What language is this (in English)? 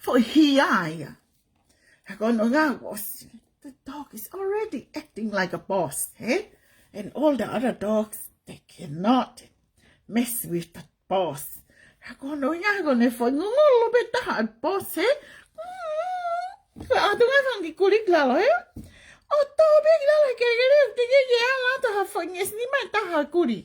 Tongan